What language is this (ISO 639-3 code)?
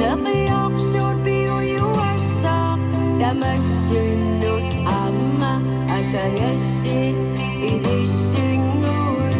kal